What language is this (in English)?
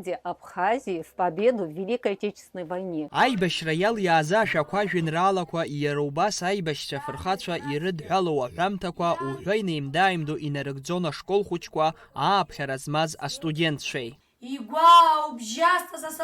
Abkhazian